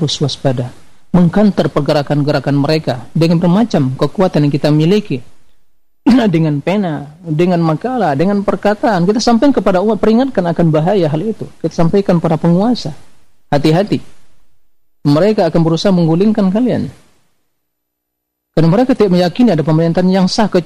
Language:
Indonesian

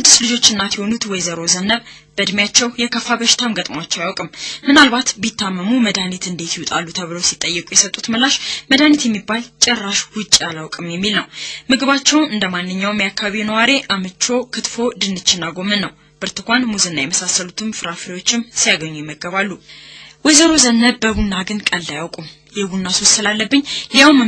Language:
Amharic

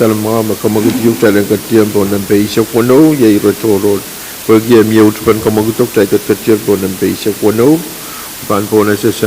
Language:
Pohnpeian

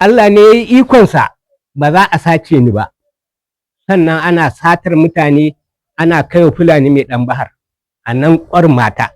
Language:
Hausa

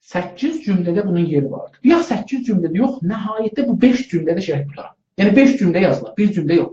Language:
South Azerbaijani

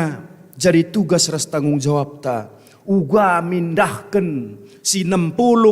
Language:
Batak Karo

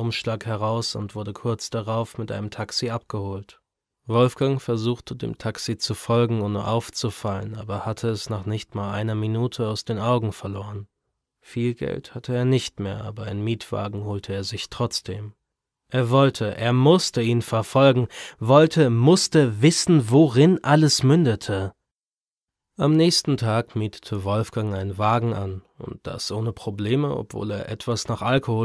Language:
German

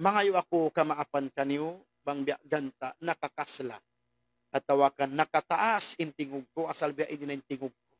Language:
Tausug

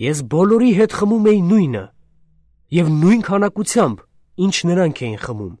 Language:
Armenian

